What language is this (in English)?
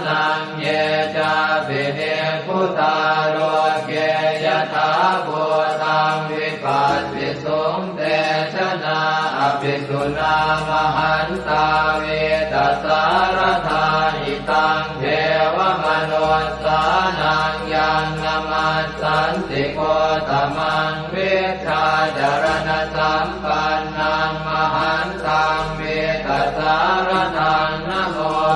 Pali